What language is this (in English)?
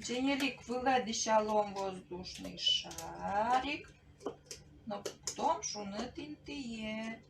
Udmurt